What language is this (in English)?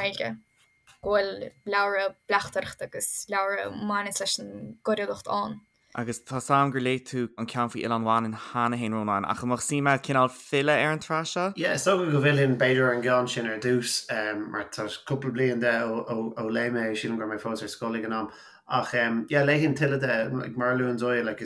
Irish